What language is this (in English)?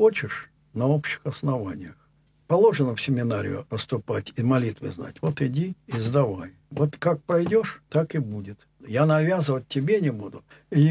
Russian